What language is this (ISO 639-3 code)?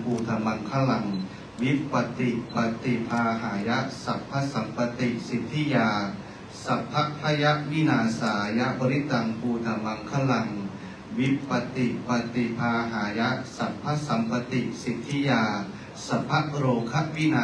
pli